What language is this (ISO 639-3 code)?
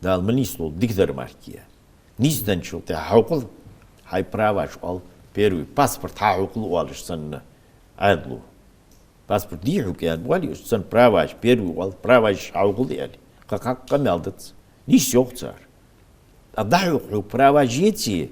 inh